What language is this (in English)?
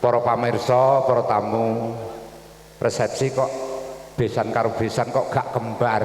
Javanese